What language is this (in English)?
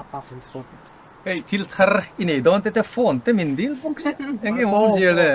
Mizo